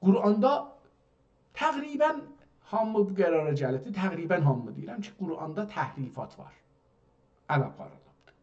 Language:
South Azerbaijani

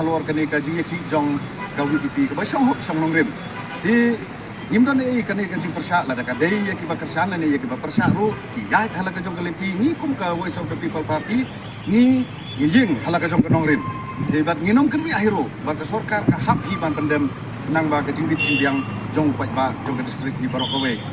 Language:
Khasi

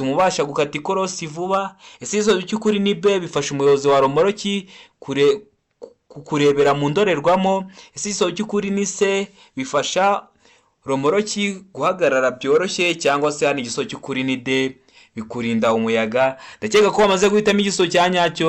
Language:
Kinyarwanda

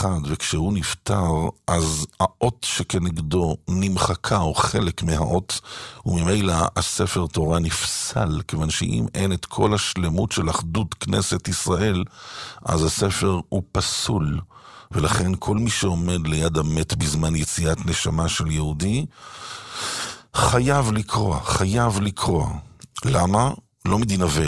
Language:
Hebrew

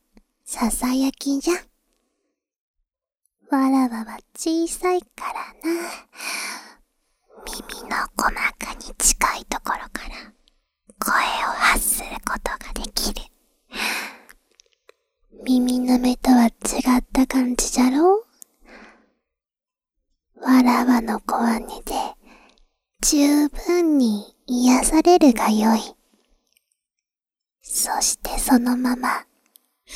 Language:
Japanese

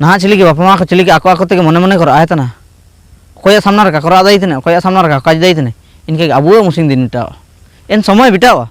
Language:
Ho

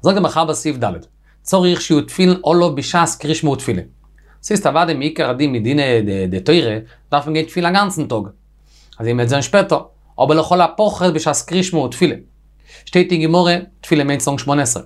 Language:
Yiddish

